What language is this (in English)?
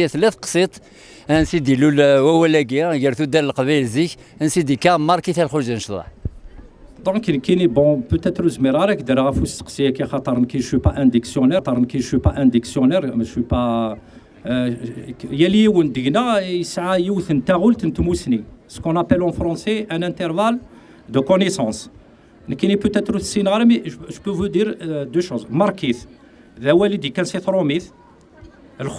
Kabyle